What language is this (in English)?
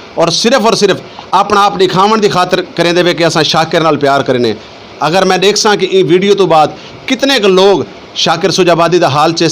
Saraiki